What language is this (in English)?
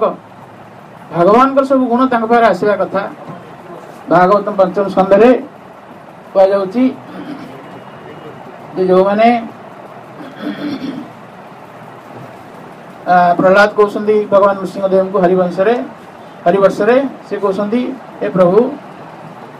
Odia